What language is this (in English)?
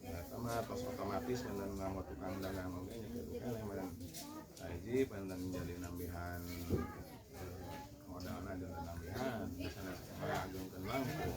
Sundanese